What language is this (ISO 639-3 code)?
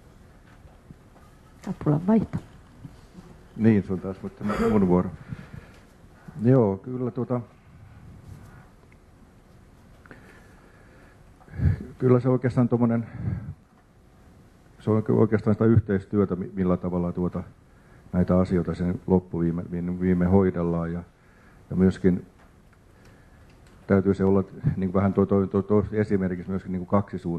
fin